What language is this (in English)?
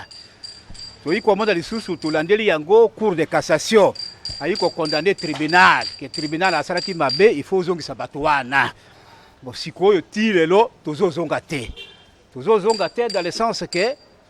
Lingala